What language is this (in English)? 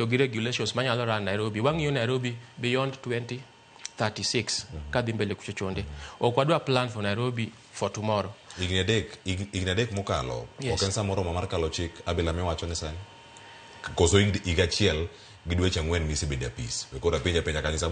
Luo (Kenya and Tanzania)